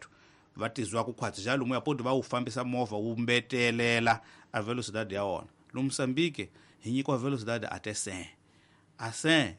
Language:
Tsonga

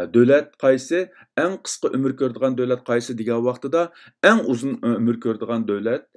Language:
Uyghur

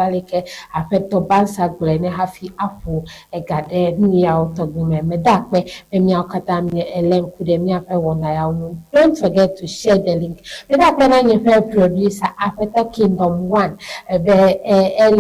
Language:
Ewe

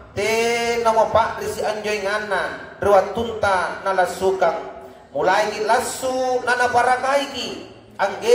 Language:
Makasar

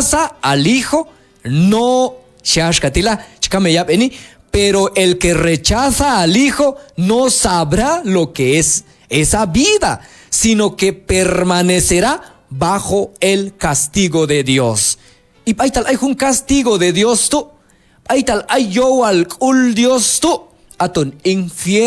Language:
Q'anjob'al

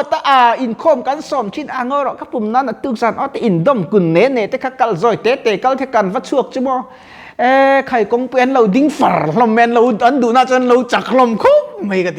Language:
Mizo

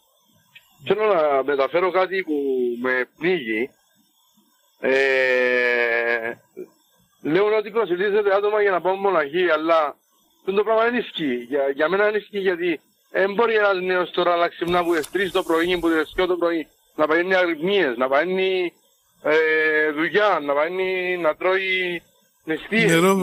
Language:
Greek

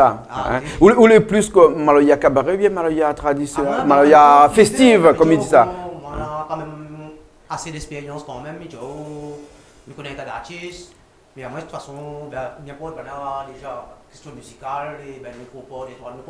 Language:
Réunion Creole French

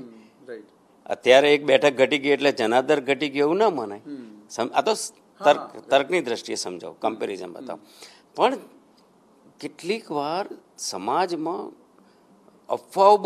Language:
Gujarati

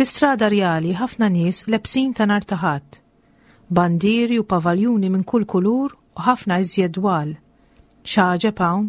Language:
Maltese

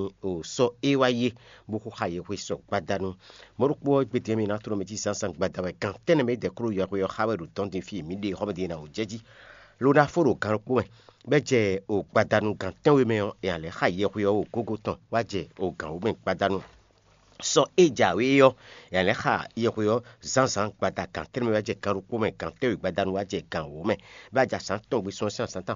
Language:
Fon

